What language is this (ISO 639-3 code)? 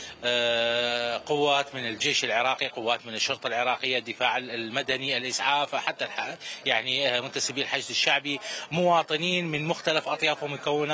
acm